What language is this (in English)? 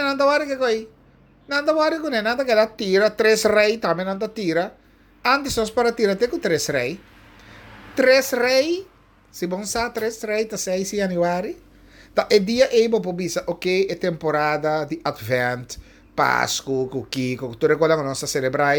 Papiamento